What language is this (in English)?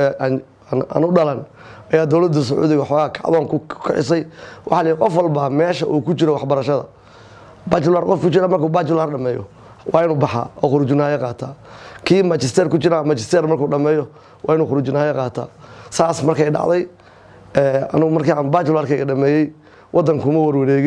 Somali